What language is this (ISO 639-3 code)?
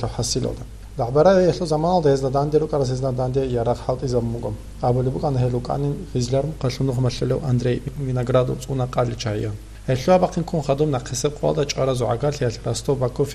ava